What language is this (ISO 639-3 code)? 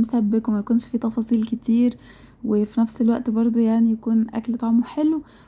arz